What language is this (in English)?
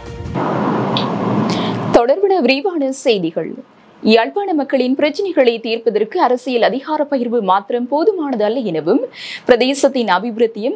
Tamil